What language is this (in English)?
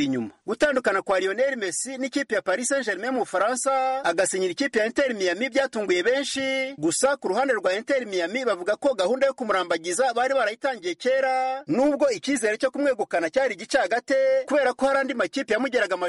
Kinyarwanda